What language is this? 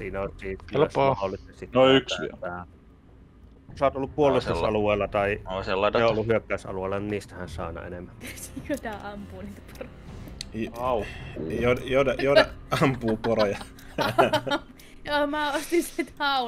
Finnish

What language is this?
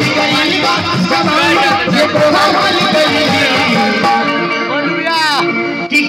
Bhojpuri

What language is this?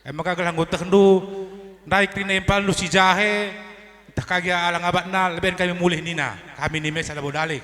Batak Karo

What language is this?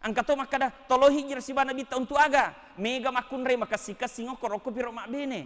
Buginese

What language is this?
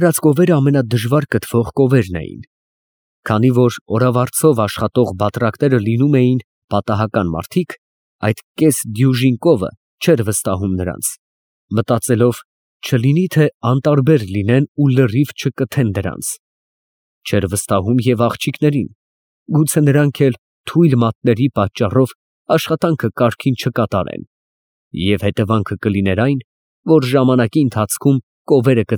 Armenian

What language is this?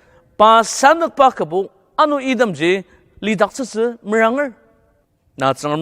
Ao Naga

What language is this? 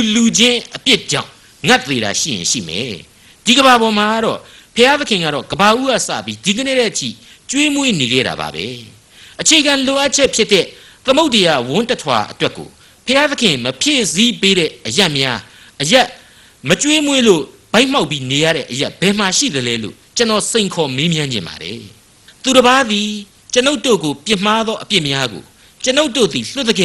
Burmese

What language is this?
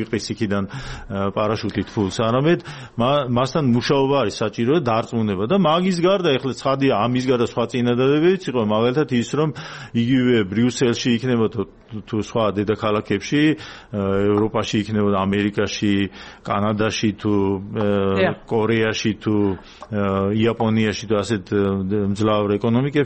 Georgian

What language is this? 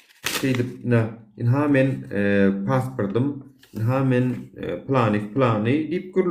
Turkmen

